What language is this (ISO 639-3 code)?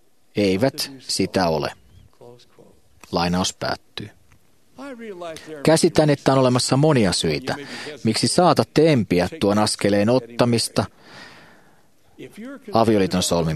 fin